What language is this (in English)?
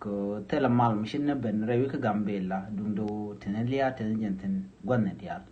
Nuer